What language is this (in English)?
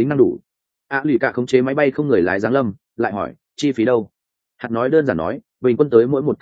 Vietnamese